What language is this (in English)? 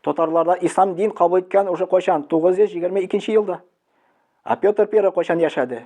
Tatar